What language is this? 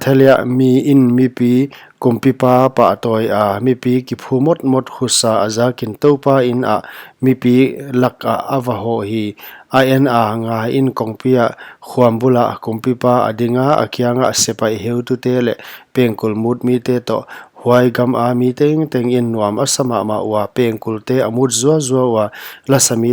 Paite Chin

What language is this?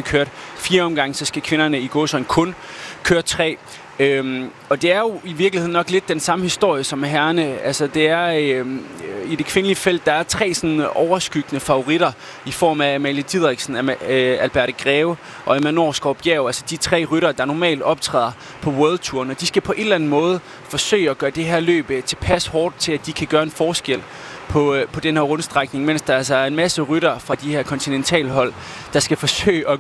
Danish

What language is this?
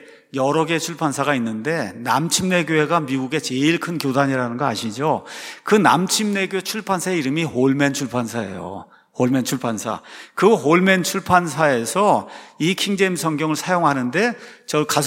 Korean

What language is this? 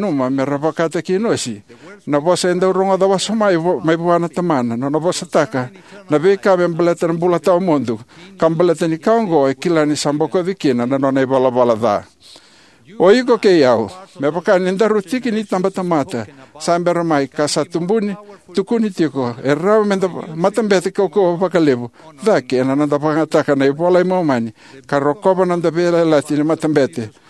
Fijian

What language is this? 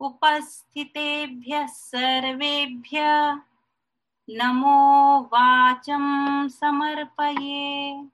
Sanskrit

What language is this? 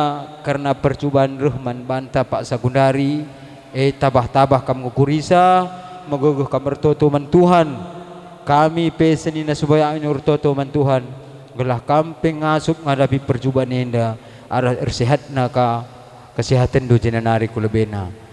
Batak Karo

